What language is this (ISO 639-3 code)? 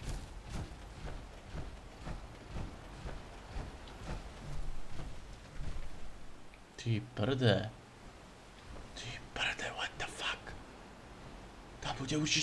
slk